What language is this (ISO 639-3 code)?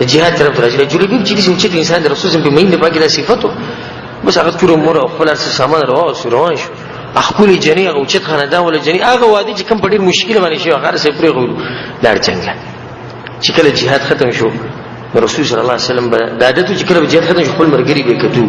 pus